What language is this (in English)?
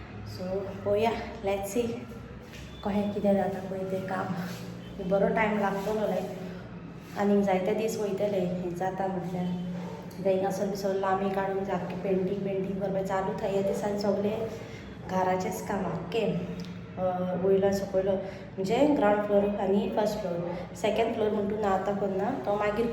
Konkani